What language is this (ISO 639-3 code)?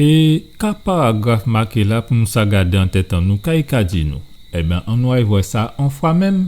gcf